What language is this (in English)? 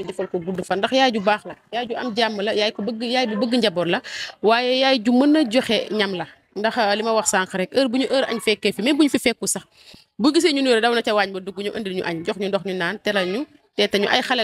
Wolof